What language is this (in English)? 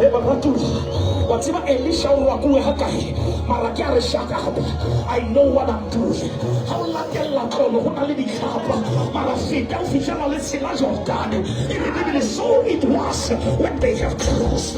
Southern Sotho